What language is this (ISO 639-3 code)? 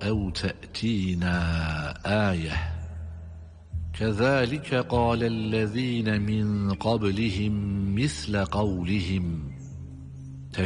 tur